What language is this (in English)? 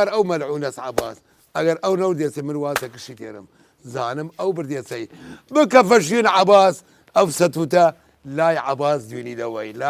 Southern Kurdish